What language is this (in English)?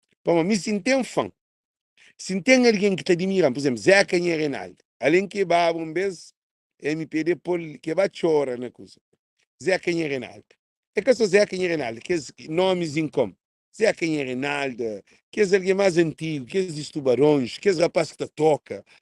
Kabuverdianu